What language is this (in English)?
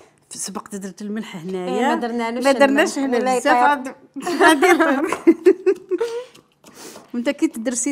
Algerian Arabic